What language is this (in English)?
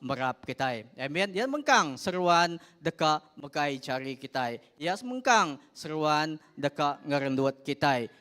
Iban